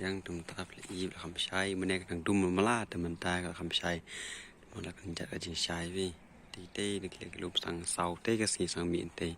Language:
Khasi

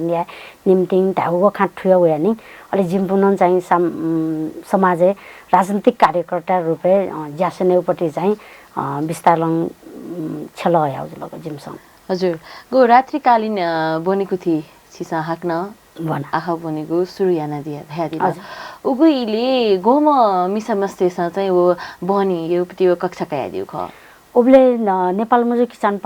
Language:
Newari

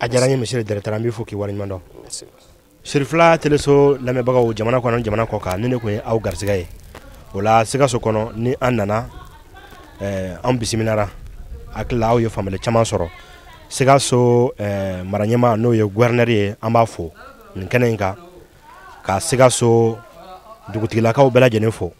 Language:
Bambara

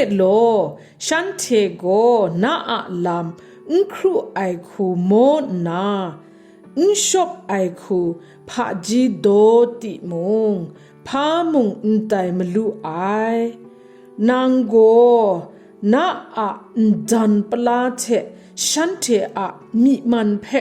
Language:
Kachin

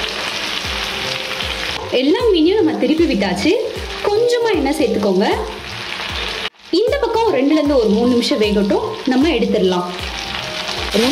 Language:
Tamil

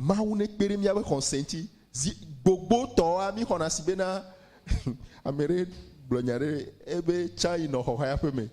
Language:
Ewe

